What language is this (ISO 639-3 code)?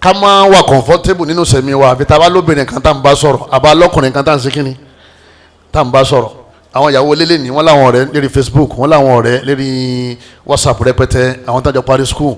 yor